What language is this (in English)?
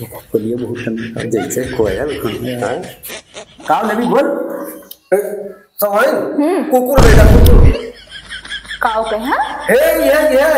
Awadhi